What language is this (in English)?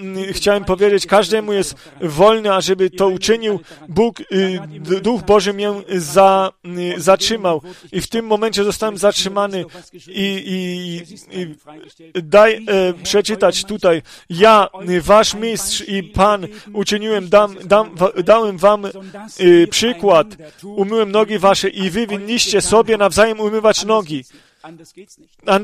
Polish